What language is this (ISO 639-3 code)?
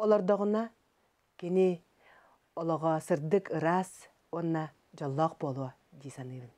sah